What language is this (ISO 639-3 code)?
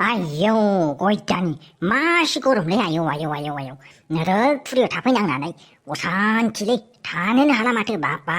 brx